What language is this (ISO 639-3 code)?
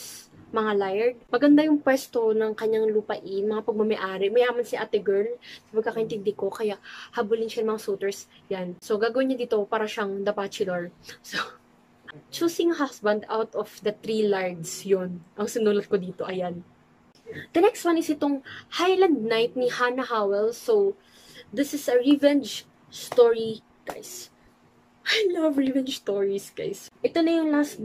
fil